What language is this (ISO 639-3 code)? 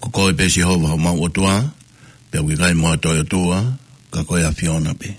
ton